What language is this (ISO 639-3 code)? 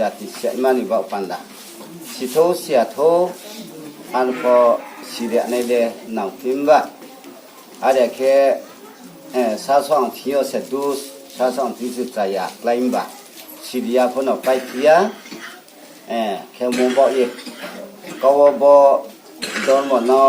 ria